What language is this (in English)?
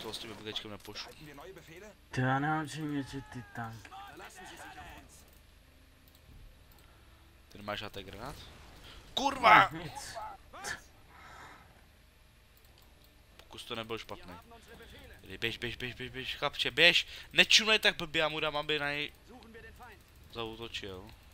Czech